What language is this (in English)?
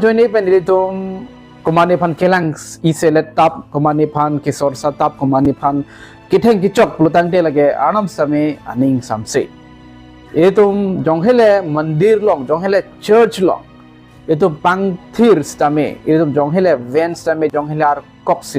Karbi